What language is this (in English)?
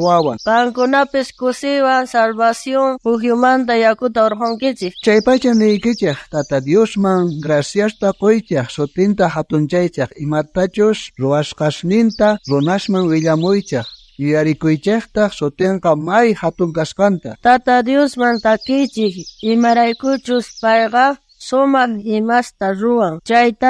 South Bolivian Quechua